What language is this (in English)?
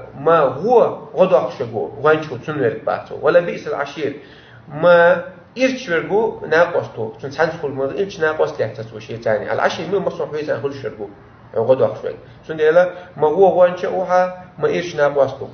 Chechen